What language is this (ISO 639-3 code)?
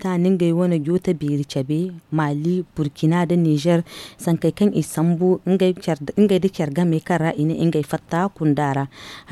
dje